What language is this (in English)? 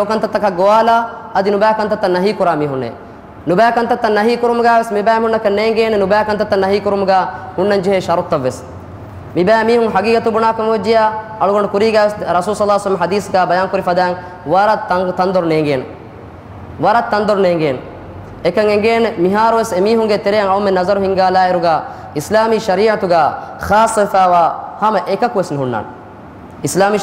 Divehi